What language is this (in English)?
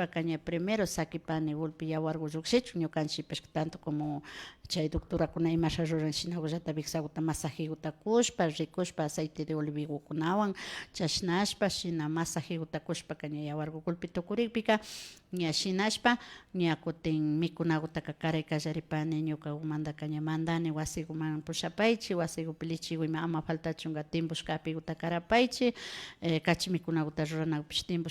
Imbabura Highland Quichua